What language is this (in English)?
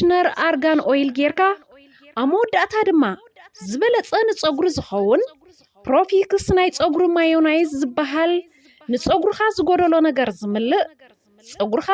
Tigrinya